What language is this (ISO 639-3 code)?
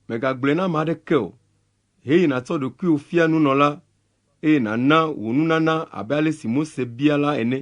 ewe